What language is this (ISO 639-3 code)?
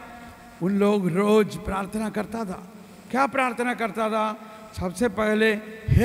hin